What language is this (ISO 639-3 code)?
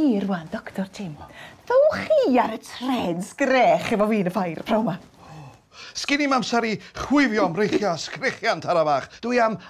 cym